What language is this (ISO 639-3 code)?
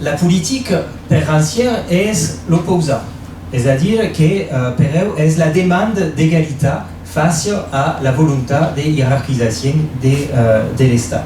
oci